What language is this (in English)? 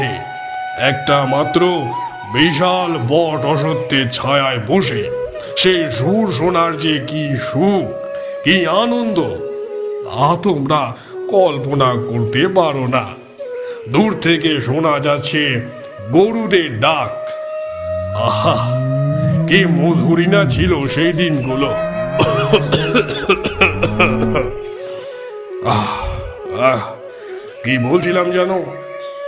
Bangla